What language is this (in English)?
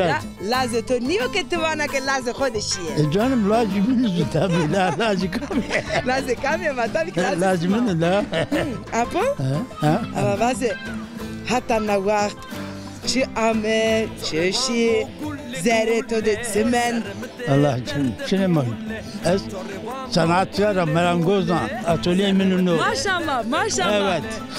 Zaza